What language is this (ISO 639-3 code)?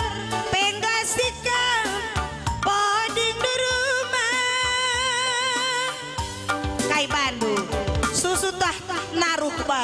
btx